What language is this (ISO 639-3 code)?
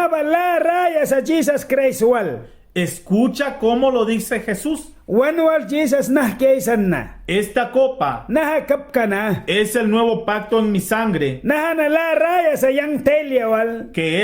miq